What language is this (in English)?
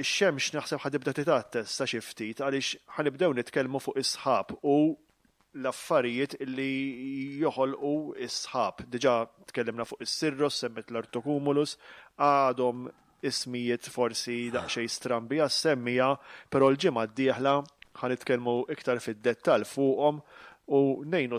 Maltese